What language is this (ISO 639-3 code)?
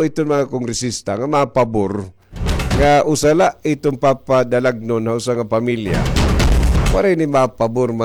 war